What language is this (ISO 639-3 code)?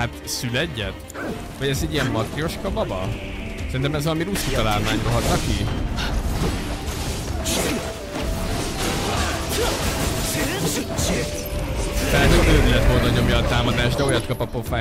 hun